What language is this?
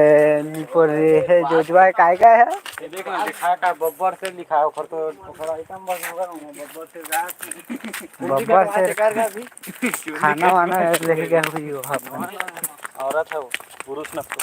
Chhattisgarhi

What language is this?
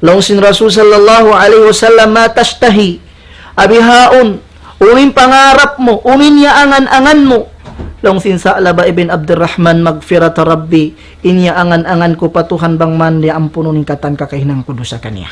Tausug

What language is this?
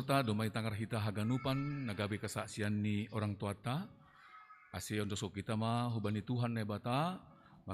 Batak Simalungun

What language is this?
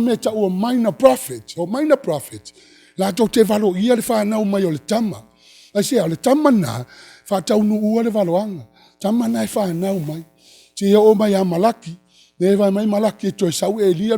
Samoan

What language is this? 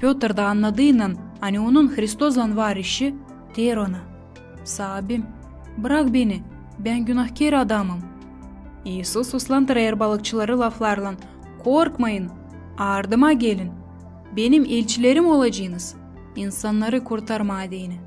Gagauz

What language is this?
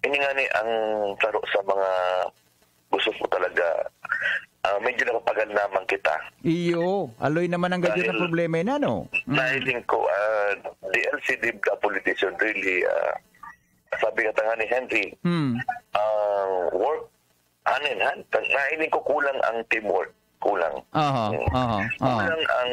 Bikol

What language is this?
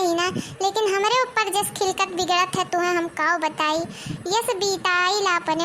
Awadhi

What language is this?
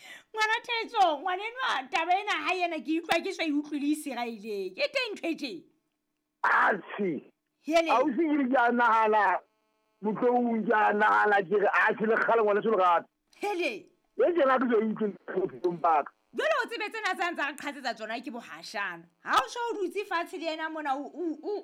Southern Sotho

